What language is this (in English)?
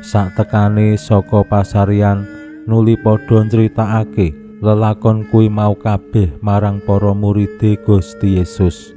Javanese